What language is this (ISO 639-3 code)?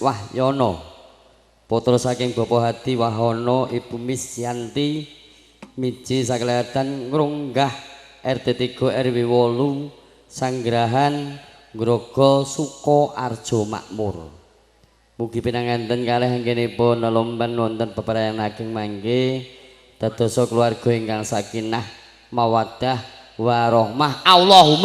jav